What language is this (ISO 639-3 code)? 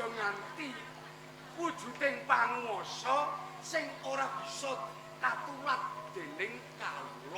jav